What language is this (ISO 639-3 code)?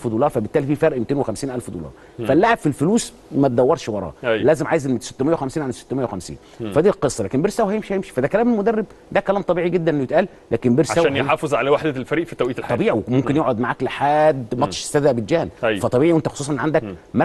arz